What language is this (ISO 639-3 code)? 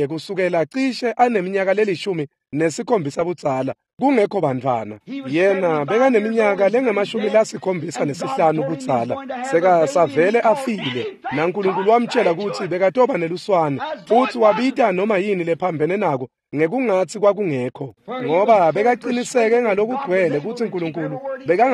ssw